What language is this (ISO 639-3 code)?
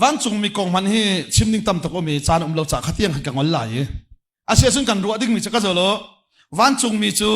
cnh